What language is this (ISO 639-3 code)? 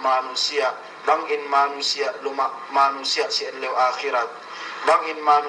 yka